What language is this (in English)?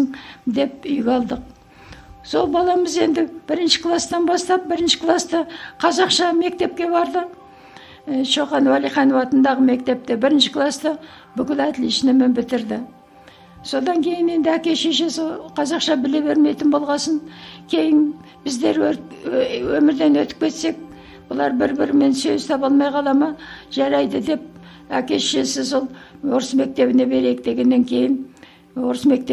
Kazakh